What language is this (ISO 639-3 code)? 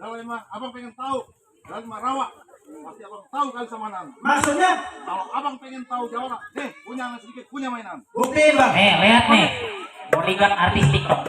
bew